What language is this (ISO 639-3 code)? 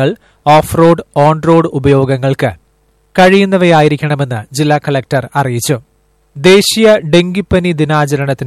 mal